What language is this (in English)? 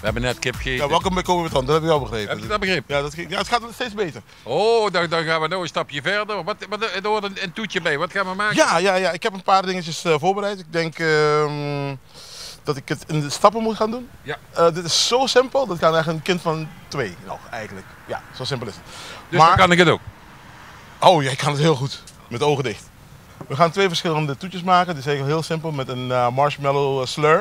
Limburgish